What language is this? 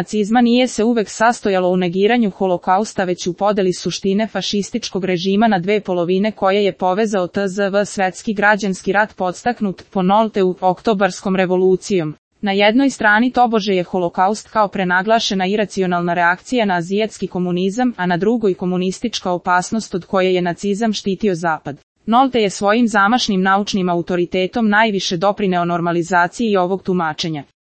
Serbian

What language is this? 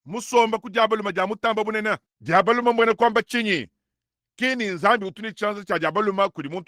Luba-Lulua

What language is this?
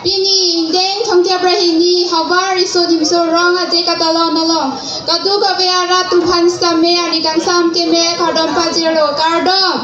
Karbi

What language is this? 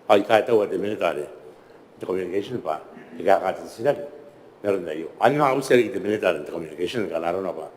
Gilbertese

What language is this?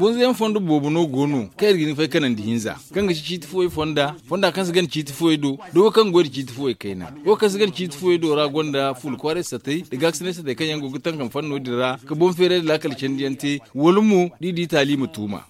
Zarma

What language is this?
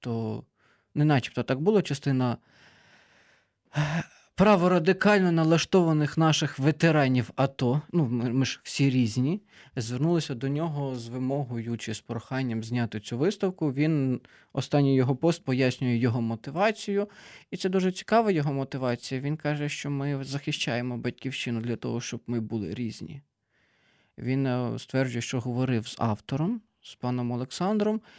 Ukrainian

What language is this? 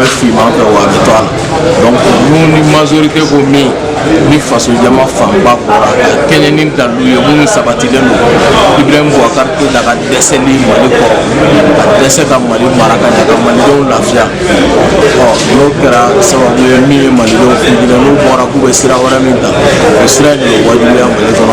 Bambara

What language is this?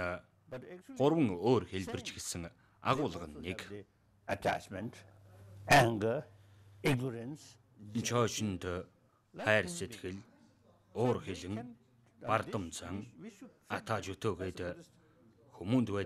Mongolian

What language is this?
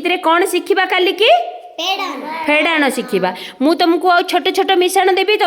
Odia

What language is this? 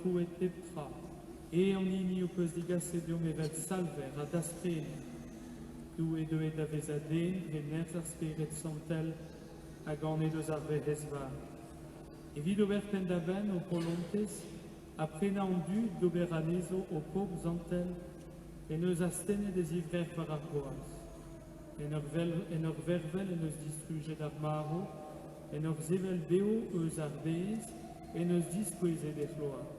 Breton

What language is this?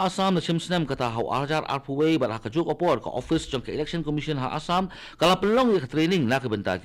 Khasi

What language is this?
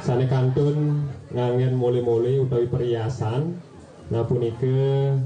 Balinese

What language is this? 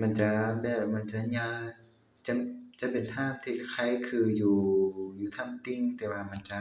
Lao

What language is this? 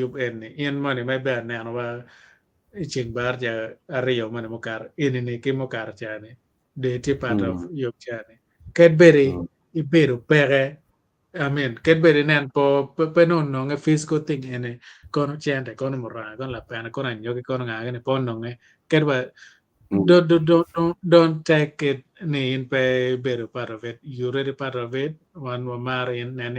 Acoli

